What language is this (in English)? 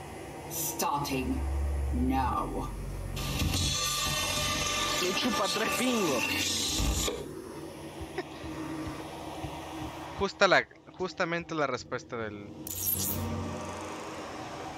Spanish